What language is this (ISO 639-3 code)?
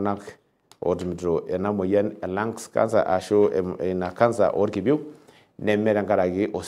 mas